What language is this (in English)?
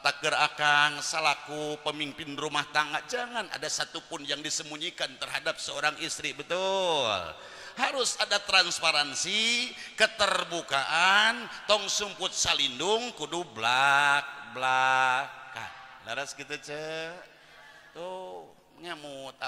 Sundanese